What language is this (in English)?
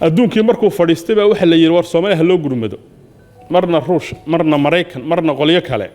Somali